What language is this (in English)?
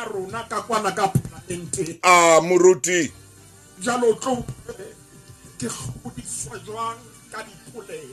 Southern Sotho